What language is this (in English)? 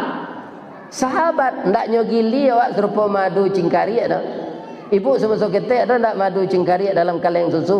Minangkabau